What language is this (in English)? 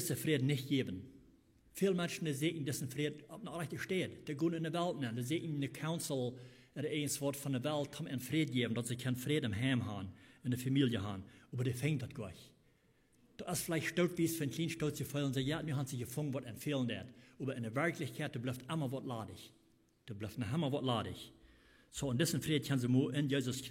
Plautdietsch